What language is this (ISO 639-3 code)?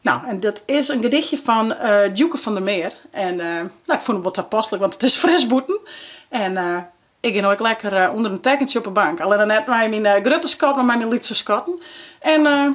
fry